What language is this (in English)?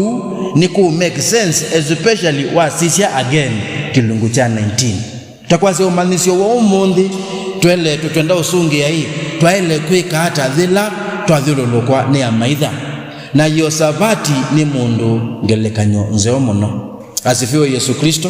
Kamba